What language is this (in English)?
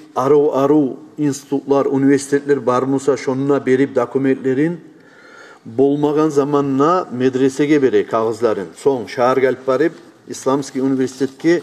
Kumyk